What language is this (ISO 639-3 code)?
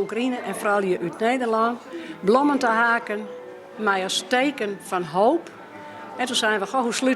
fry